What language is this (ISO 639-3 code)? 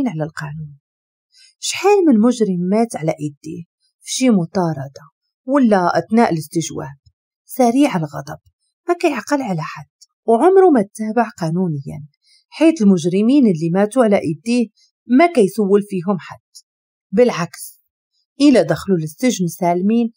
ary